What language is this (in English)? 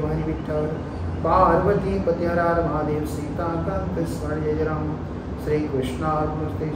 Marathi